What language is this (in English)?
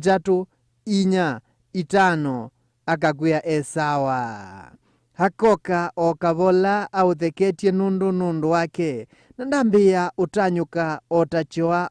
Kamba